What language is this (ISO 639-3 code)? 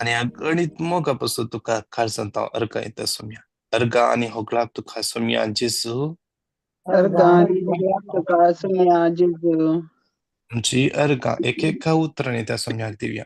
kok